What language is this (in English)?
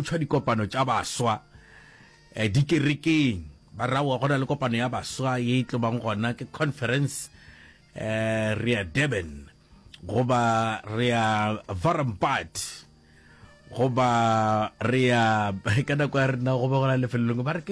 Northern Sotho